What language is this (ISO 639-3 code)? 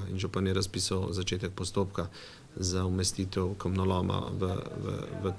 slv